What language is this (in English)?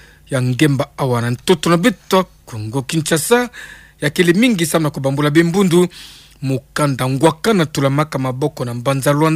Kituba (Democratic Republic of Congo)